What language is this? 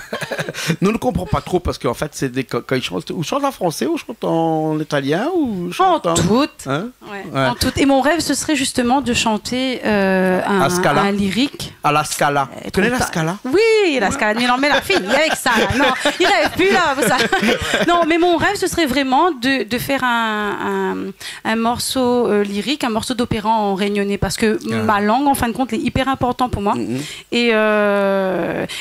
Réunion Creole French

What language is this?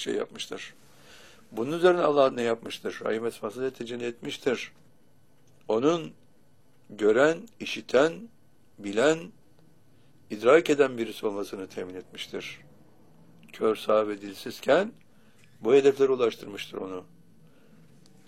Turkish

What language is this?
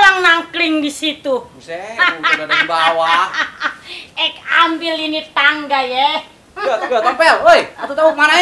Betawi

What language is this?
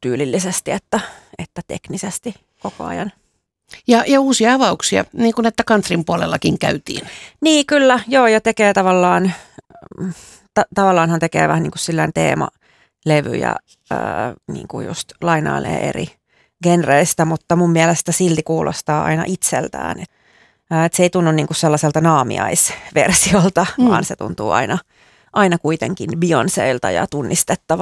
Finnish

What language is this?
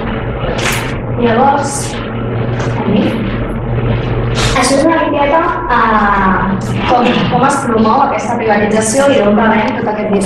Catalan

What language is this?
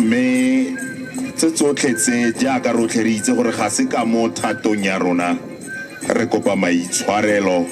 Tswana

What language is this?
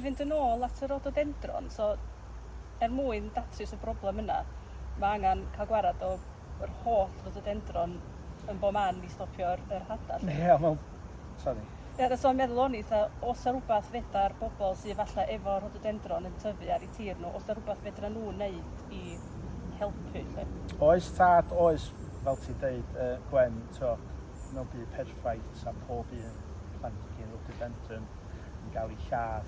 Welsh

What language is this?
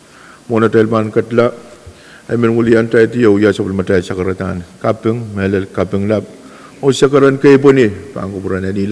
Pohnpeian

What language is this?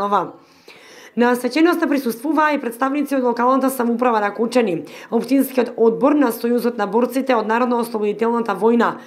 Macedonian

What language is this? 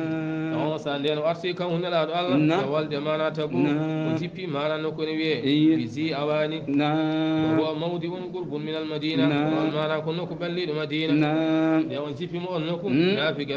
Fula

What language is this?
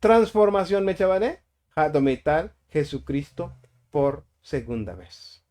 Tzotzil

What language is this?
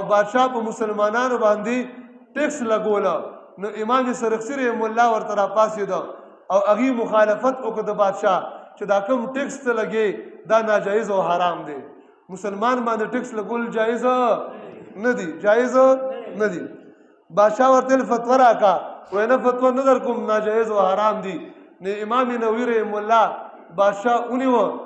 Pashto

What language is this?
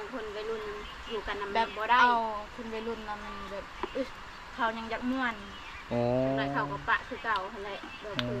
Lao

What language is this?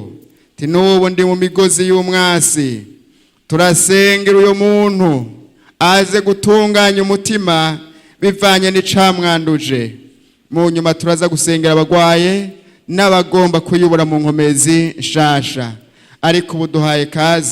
Rundi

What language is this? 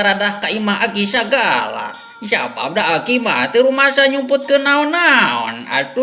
Sundanese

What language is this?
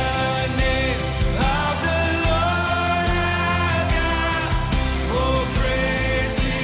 Waray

